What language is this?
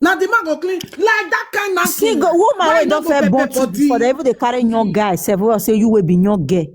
Nigerian Pidgin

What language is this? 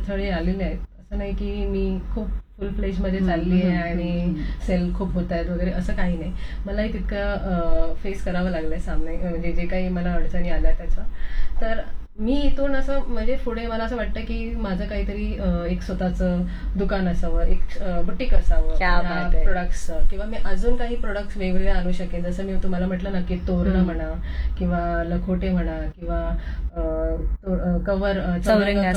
Marathi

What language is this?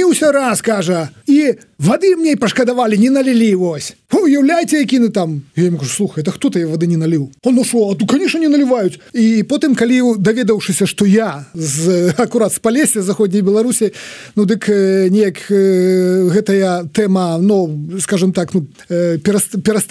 Belarusian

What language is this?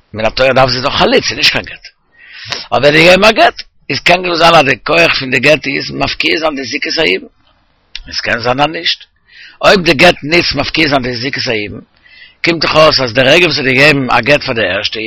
Yiddish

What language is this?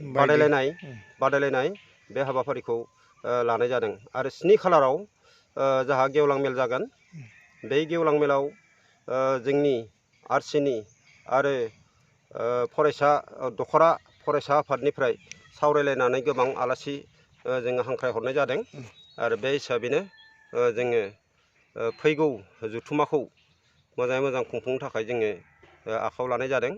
Bodo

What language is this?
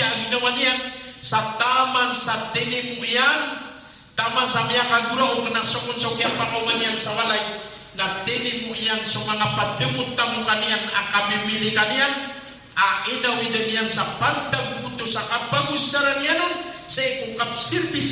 Maranao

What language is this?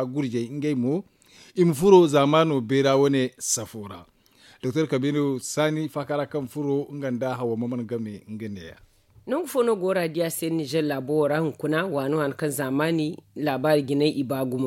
Zarma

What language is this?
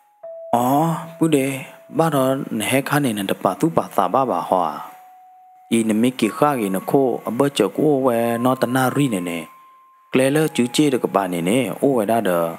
S'gaw Karen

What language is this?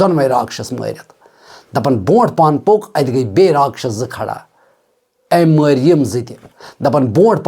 Kashmiri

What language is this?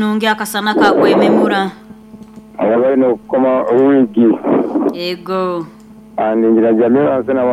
Nyoro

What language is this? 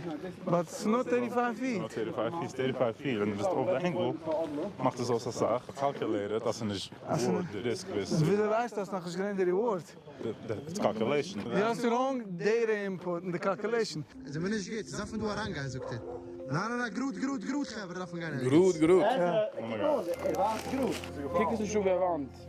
Yiddish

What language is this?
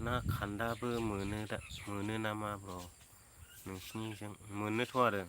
Bodo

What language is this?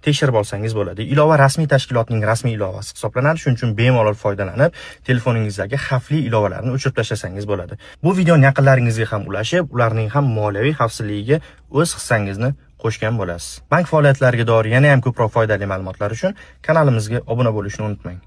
Uzbek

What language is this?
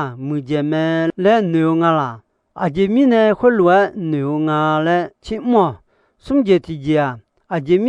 Akha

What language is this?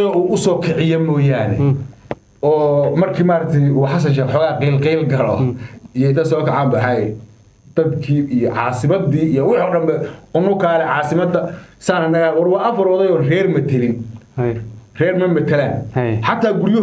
Somali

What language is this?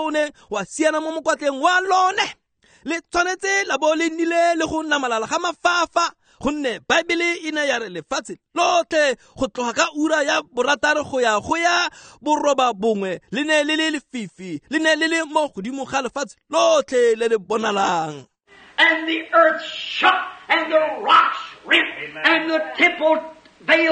Tswana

